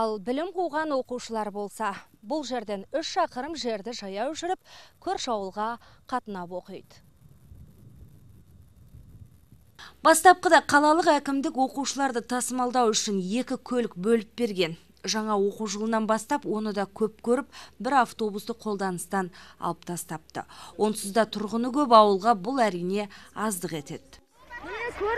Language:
Kazakh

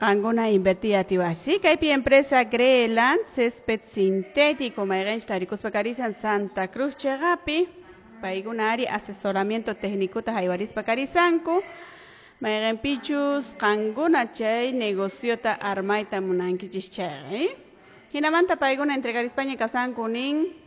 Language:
Quechua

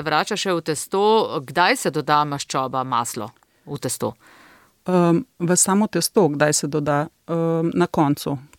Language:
Slovenian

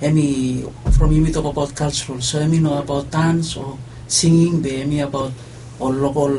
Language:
Bislama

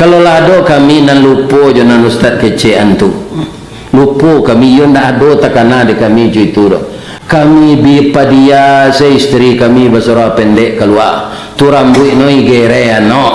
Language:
Minangkabau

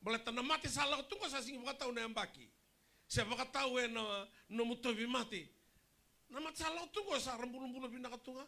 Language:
Fijian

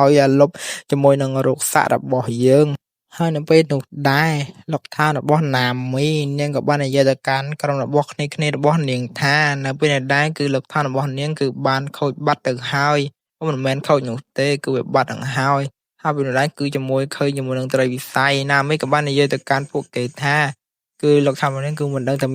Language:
Khmer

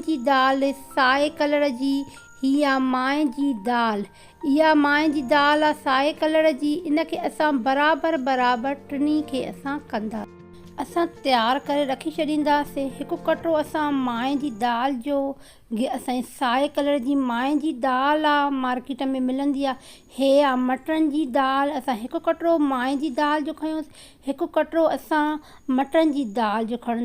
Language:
Sindhi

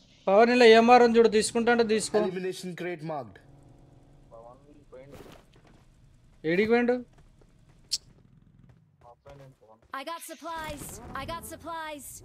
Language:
Telugu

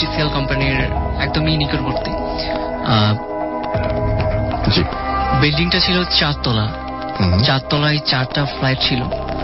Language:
Bangla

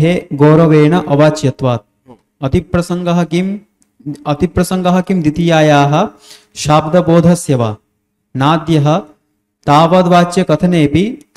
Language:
Sanskrit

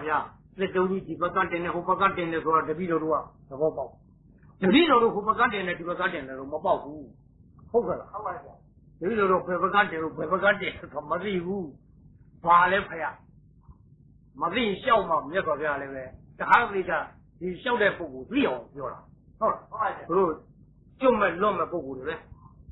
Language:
Burmese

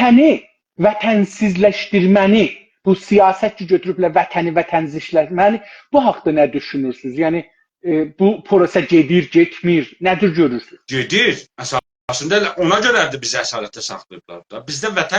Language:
South Azerbaijani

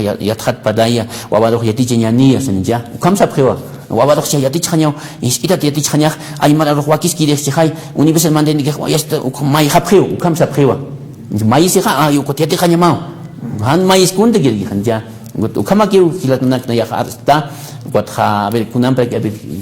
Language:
Aymara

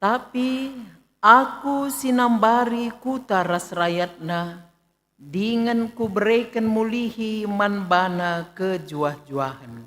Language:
Batak Karo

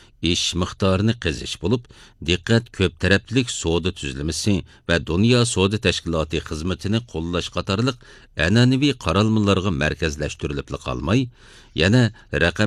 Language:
Uyghur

